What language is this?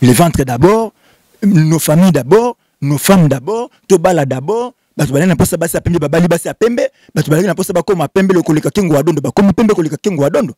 Lingala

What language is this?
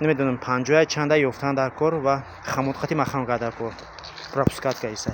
Tajik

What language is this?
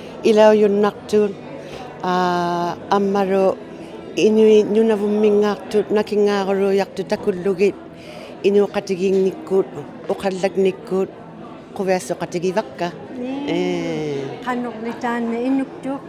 Inuktitut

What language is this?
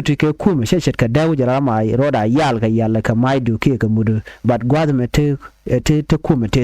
Nuer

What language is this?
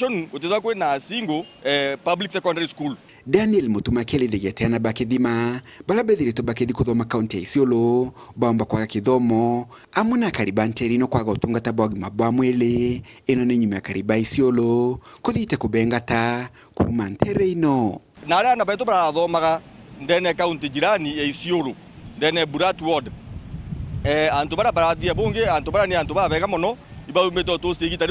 Meru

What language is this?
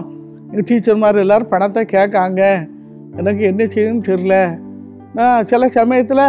Tamil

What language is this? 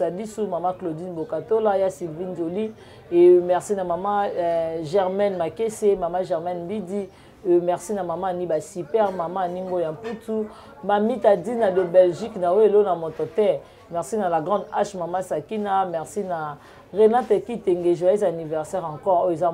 Lingala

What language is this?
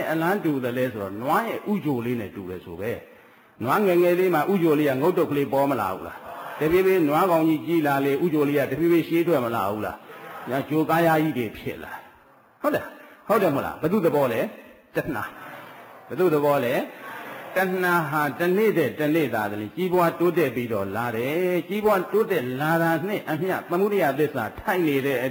Burmese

